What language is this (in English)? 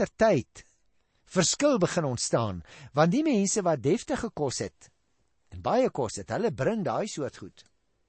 Afrikaans